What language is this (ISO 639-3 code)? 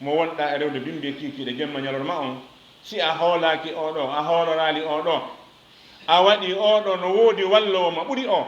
ful